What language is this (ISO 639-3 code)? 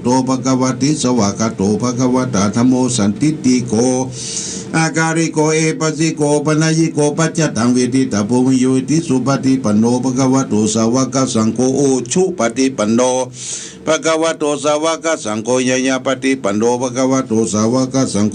pli